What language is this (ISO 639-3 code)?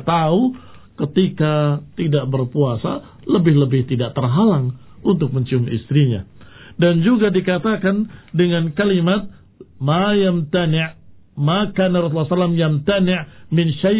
ind